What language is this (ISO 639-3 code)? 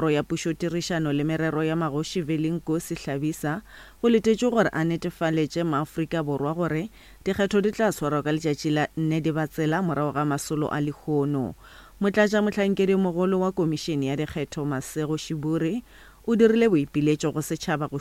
nso